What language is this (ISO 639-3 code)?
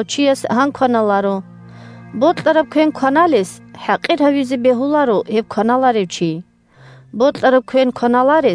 ava